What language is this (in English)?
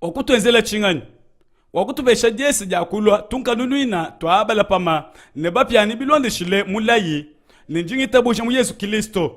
Luba-Lulua